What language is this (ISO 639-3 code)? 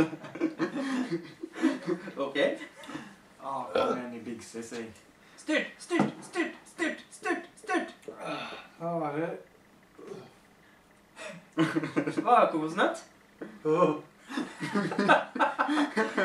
nor